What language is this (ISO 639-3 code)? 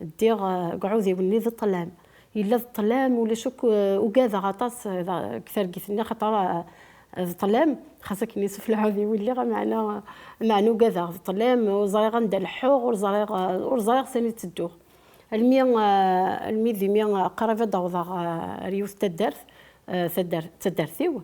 kab